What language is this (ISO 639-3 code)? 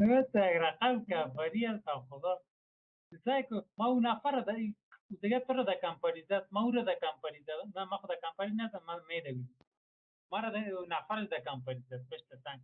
fas